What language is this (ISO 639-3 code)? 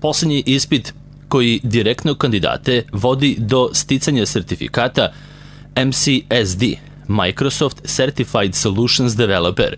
srp